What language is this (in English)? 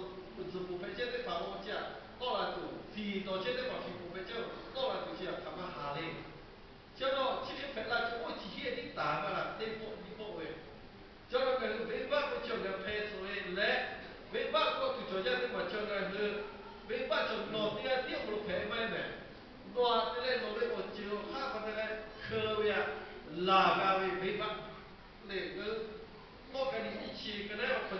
Lahu